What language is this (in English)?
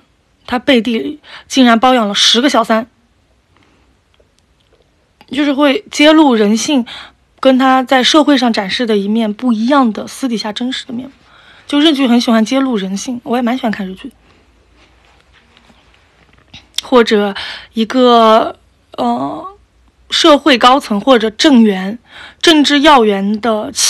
Chinese